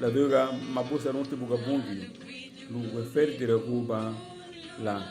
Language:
Garifuna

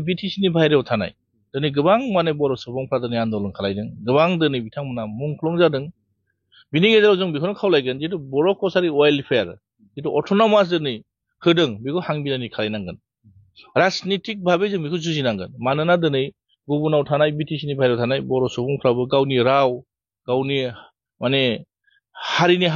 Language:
Bodo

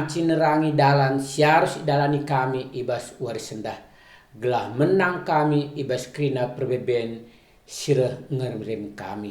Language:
Batak Karo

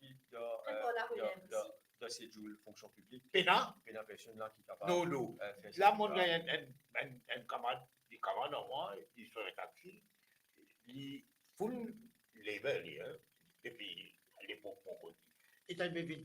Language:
Morisyen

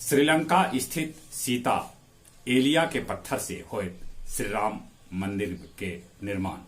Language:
Magahi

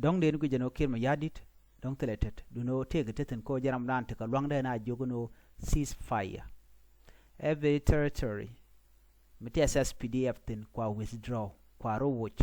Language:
Nuer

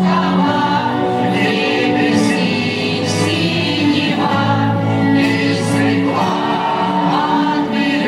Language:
Russian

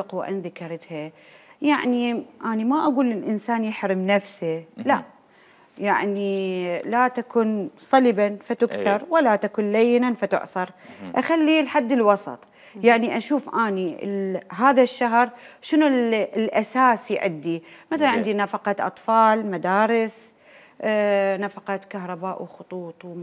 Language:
Mesopotamian Arabic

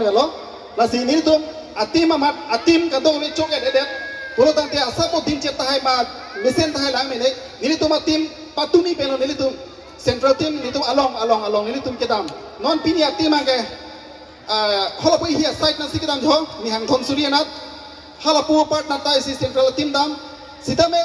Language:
Karbi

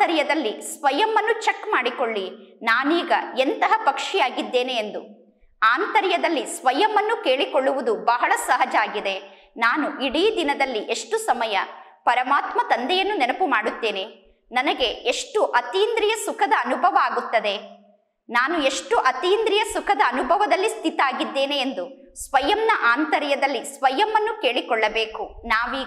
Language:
Kannada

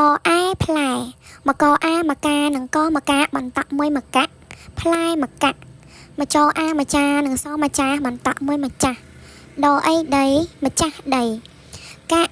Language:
Khmer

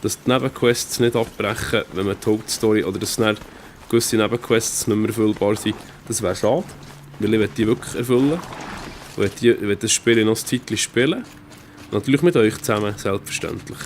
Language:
Swiss German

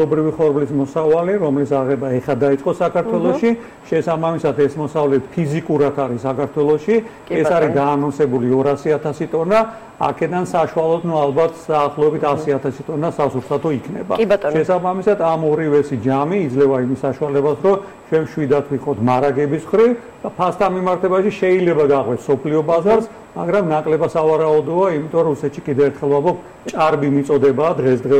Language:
Georgian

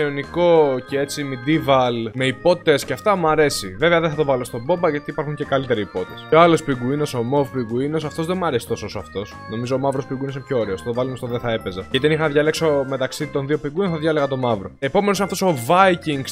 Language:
Greek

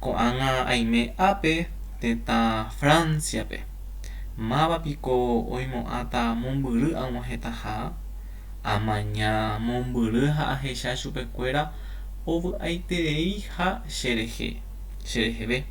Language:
Guarani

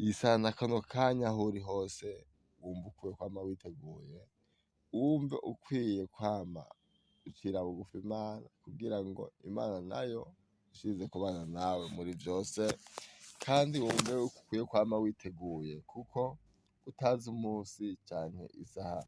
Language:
Rundi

